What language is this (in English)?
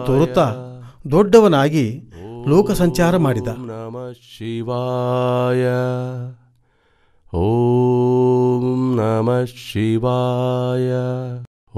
Kannada